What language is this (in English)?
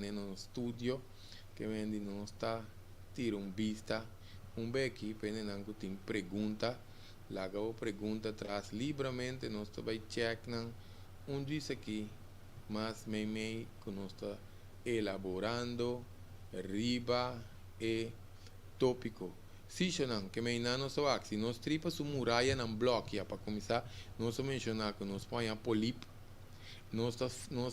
Papiamento